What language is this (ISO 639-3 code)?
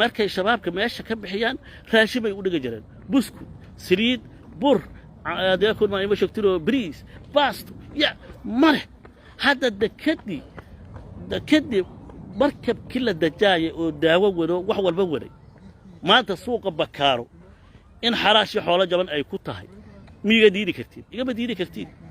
som